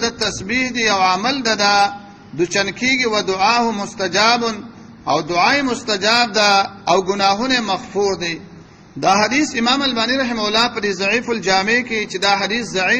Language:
Pashto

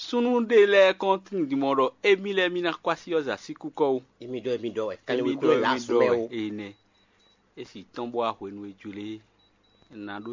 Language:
Fon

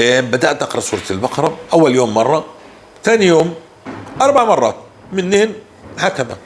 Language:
North Levantine Arabic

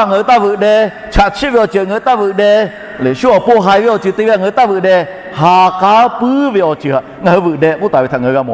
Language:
Lahu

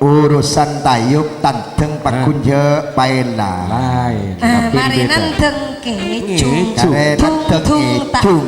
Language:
Madurese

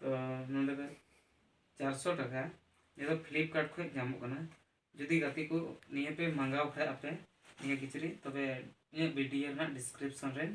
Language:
Santali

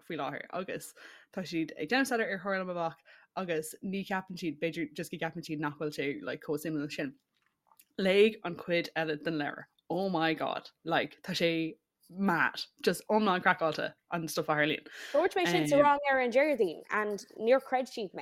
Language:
Irish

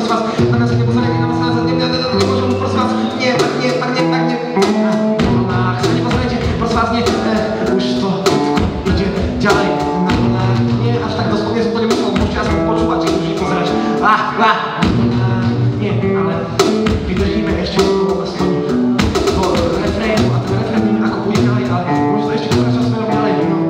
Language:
Slovak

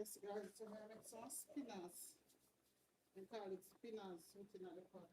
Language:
Jamaican Creole English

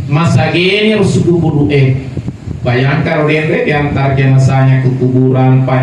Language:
Buginese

